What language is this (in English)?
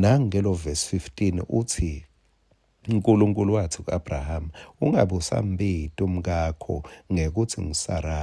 Swati